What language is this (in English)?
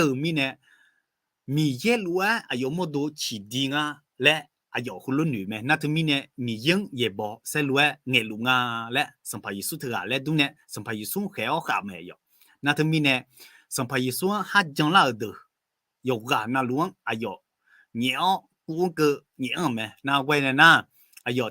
Akha